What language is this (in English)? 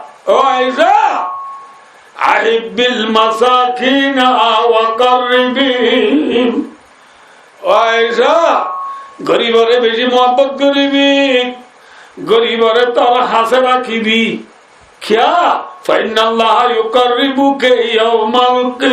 Rohingya